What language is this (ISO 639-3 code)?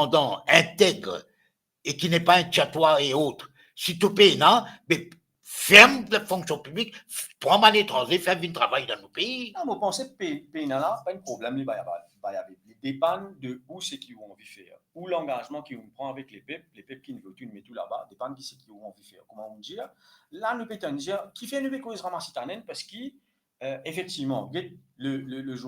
mfe